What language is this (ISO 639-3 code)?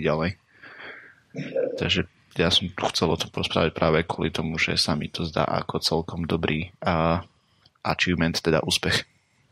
slk